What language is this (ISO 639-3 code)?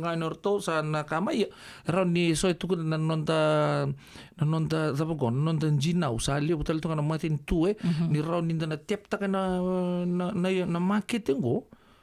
fij